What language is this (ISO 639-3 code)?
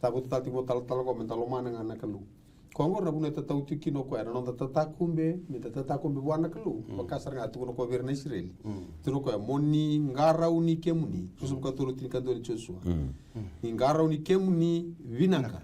fij